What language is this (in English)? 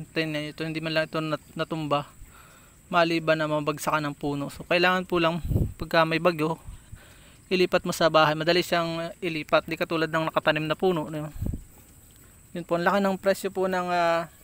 Filipino